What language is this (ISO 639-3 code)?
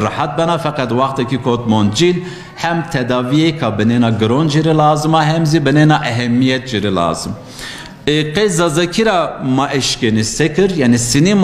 zza